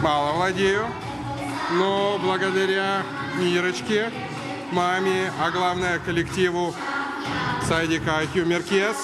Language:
Crimean Tatar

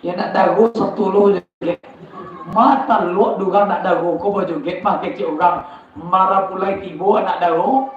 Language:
Minangkabau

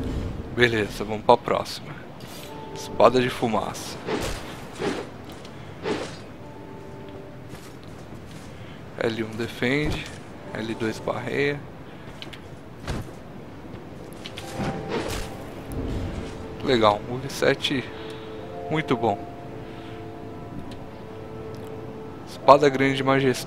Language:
Portuguese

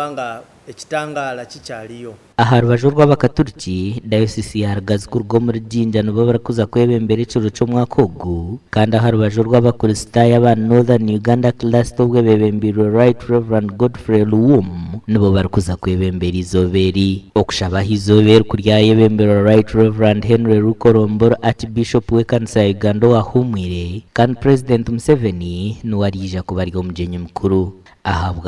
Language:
Nyankole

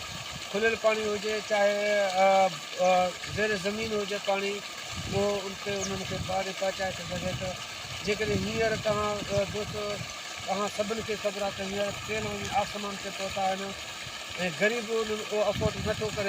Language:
Sindhi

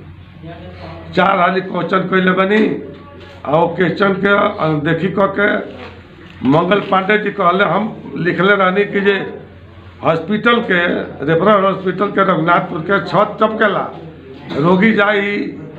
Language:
Bhojpuri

